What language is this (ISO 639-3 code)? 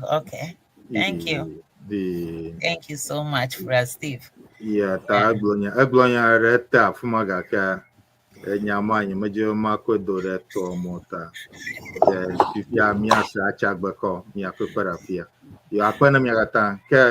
ewe